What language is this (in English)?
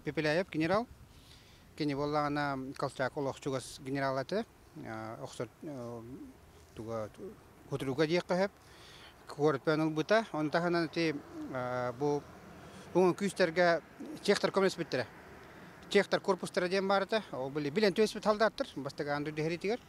Yakut